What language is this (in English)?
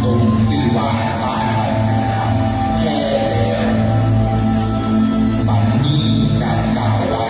Lao